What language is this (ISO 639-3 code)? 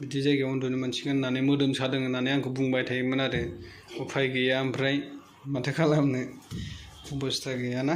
brx